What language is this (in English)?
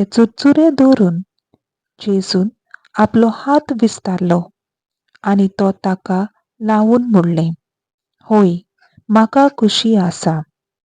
Konkani